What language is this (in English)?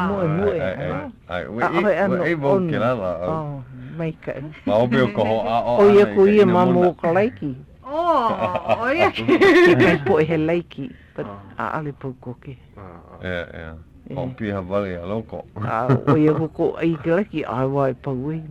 Hawaiian